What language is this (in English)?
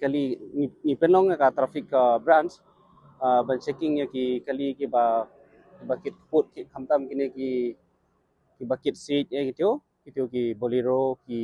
Khasi